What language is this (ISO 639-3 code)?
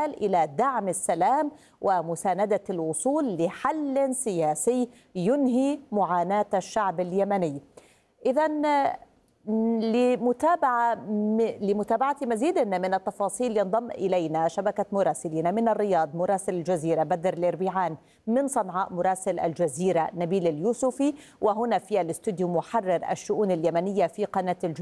ara